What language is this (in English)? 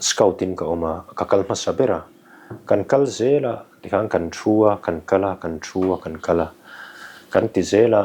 Mizo